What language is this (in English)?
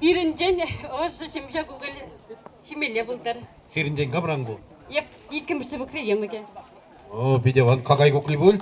Chuvash